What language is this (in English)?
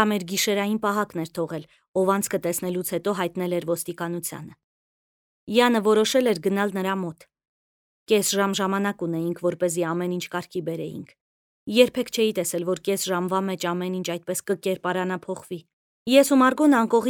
Armenian